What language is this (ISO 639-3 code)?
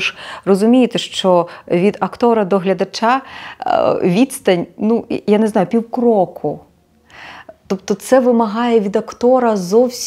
ukr